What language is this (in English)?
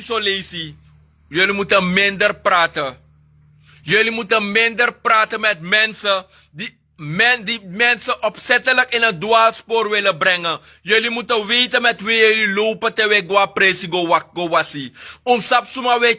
Sranan Tongo